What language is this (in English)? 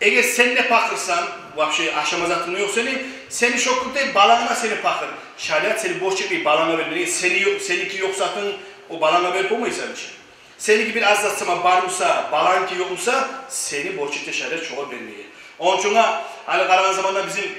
Kumyk